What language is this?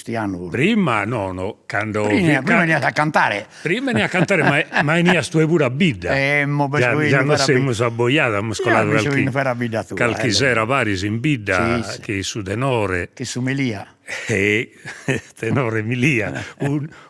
Sardinian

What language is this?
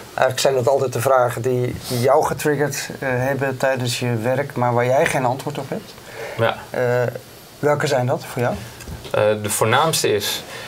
Dutch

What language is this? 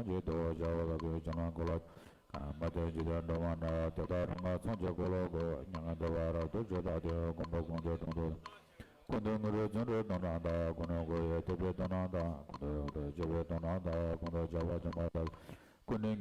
Tibetan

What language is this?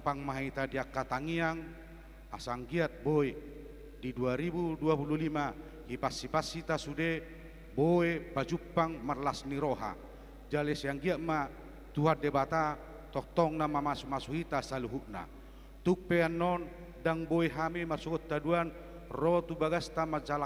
Batak Toba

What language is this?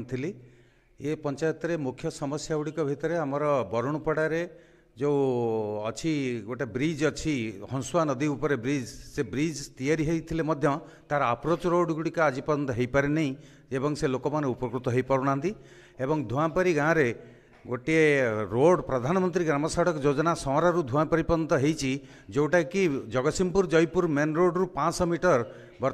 Odia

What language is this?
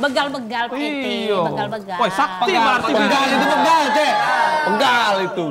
Musi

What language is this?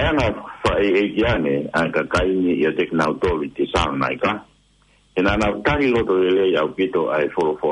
Tongan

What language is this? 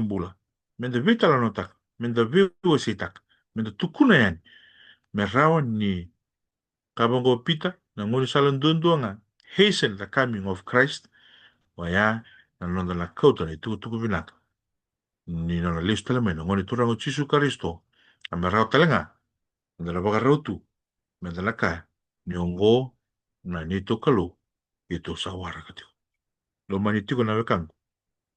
Fijian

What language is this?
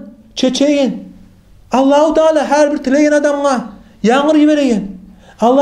Kumyk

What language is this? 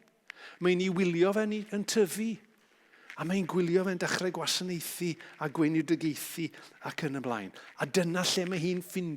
Welsh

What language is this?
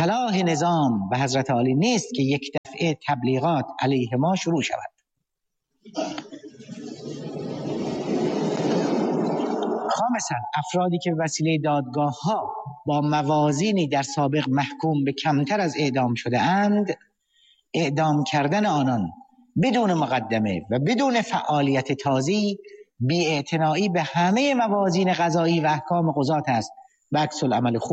Persian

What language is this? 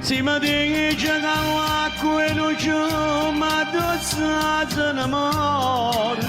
Neapolitan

